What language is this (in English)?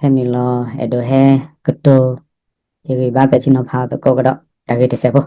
S'gaw Karen